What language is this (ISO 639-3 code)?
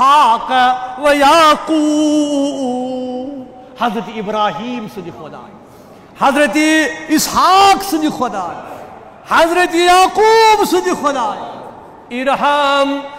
kas